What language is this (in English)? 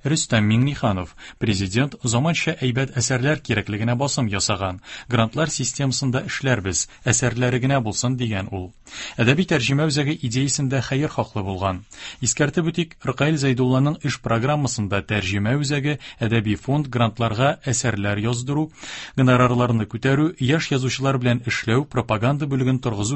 Tatar